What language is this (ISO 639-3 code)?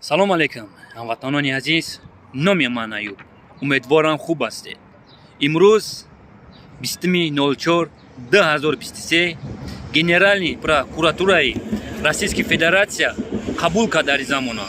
tgk